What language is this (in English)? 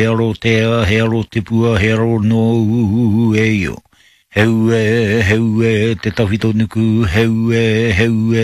Māori